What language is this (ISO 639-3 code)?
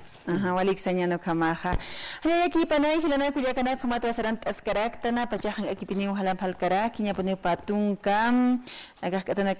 aym